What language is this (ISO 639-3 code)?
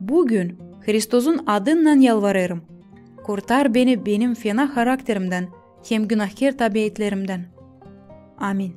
gag